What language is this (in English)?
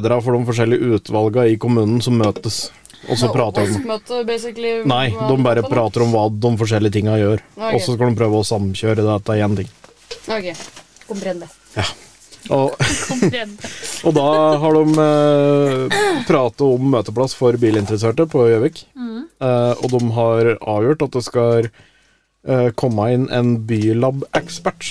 Norwegian